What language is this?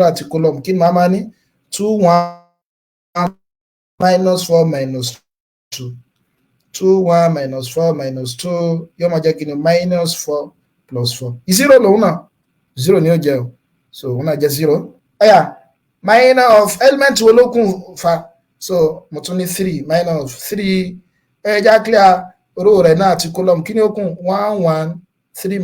Yoruba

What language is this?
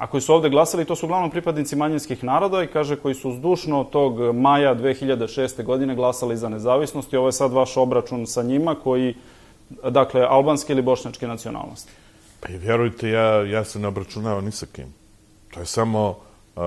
Serbian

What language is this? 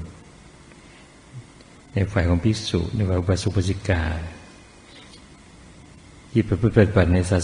Thai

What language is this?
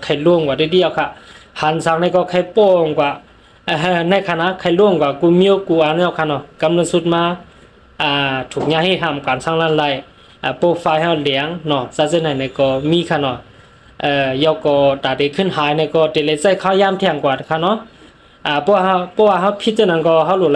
Shan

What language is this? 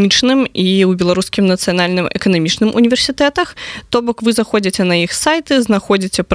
Belarusian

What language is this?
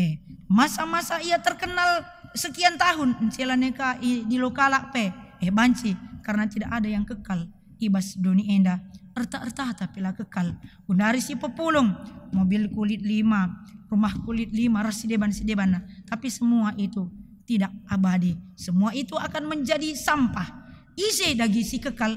Batak Karo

